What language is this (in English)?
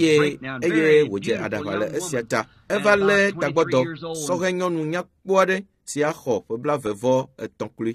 Ewe